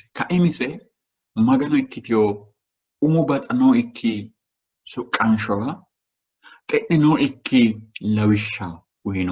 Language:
Sidamo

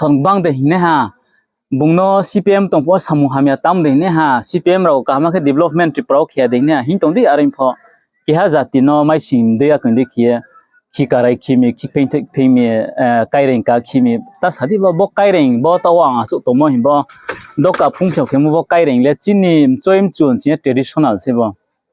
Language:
Riang (India)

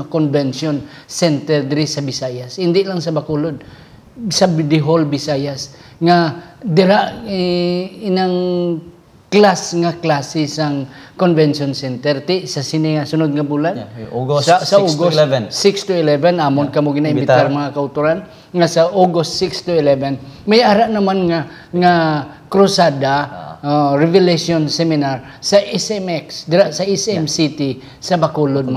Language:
Hiligaynon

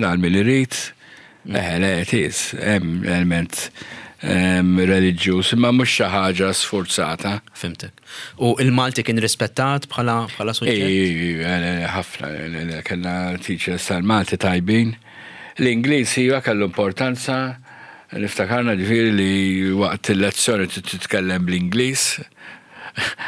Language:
Maltese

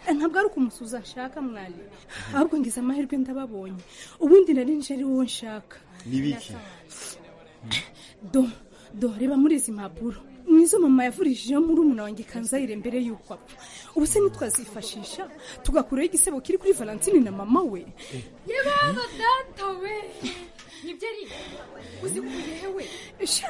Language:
Kinyarwanda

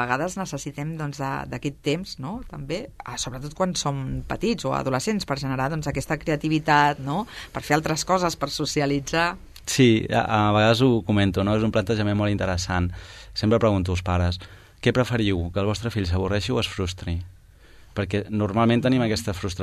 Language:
Catalan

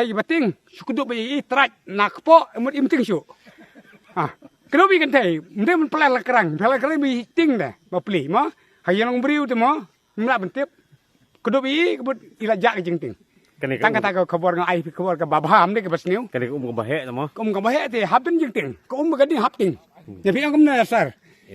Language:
Khasi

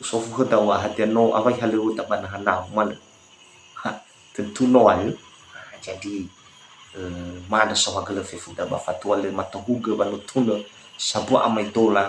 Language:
Nias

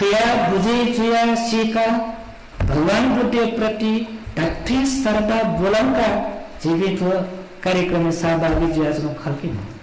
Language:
Newari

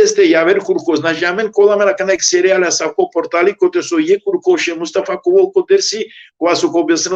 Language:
Balkan Romani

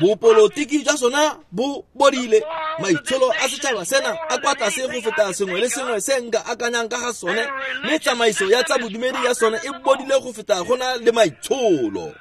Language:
Tswana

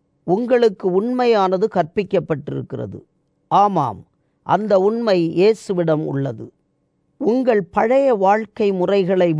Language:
Tamil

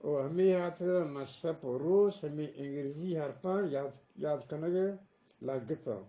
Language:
Eastern Balochi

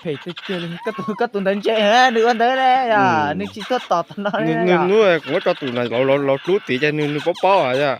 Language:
Hmong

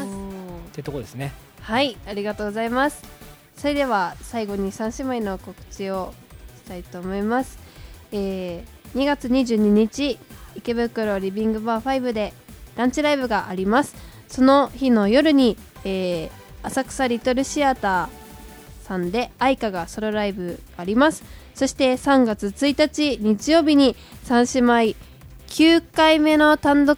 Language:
Japanese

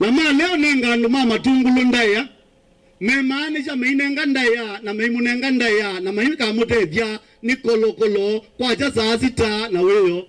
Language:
Kamba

